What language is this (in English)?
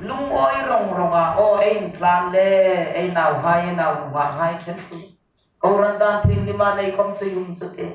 Hmar